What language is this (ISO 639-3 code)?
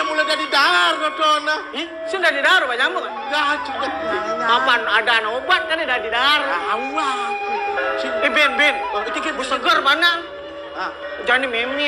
ban